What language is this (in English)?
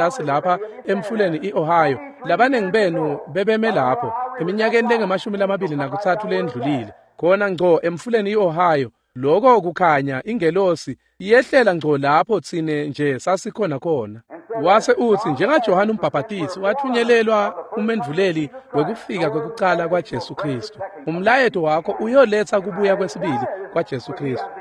Swati